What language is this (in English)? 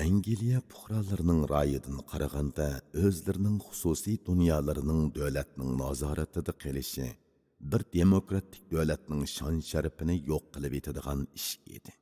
Uyghur